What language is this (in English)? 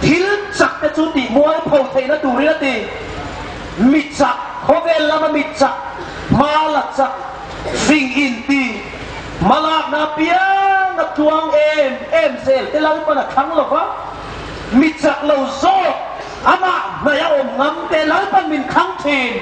Hmar